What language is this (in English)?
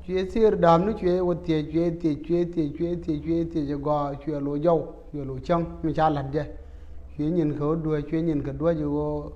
Nuer